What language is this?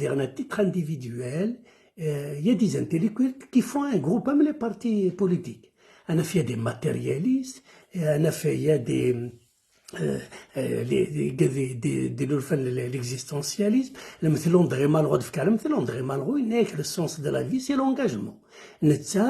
Kabyle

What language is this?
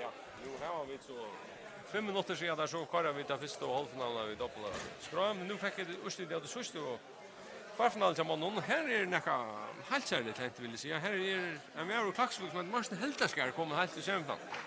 Faroese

